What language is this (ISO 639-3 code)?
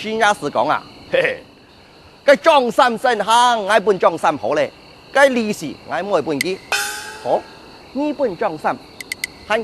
hak